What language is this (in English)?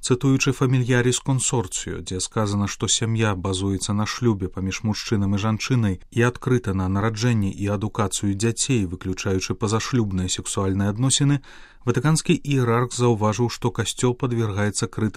Belarusian